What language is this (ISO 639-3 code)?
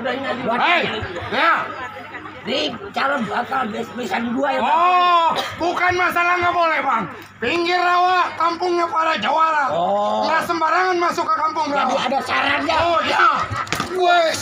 bew